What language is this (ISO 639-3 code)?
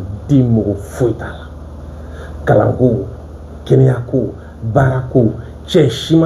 bam